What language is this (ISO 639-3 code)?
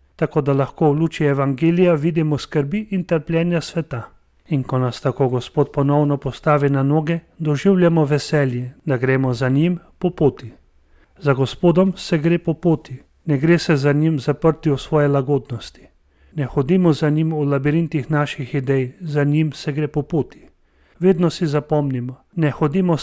slv